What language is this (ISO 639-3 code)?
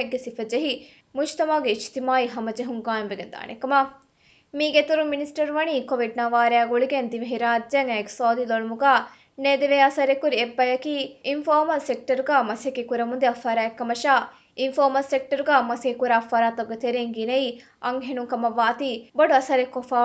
div